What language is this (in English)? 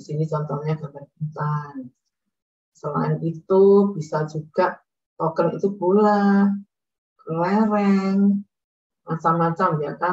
Indonesian